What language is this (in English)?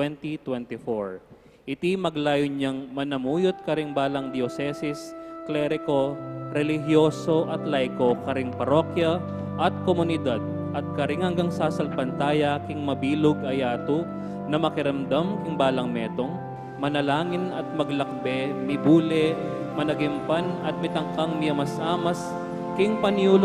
Pampanga